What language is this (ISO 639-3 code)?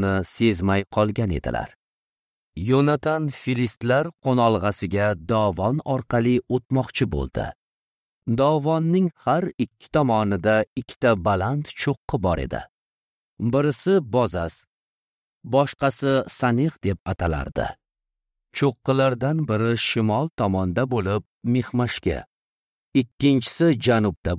uzb